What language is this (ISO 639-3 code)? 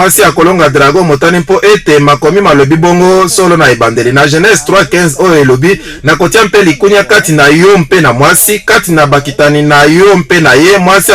lin